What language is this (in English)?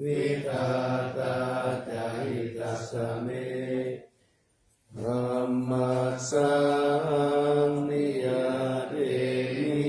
Pali